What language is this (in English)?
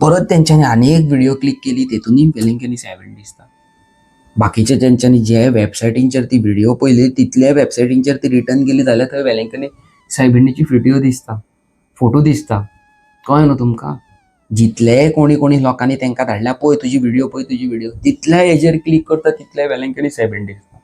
Konkani